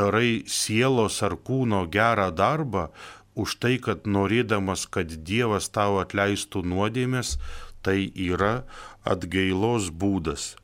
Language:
Lithuanian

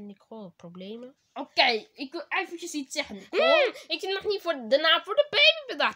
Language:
Dutch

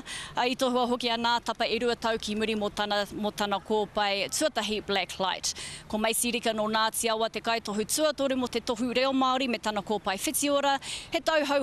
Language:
Māori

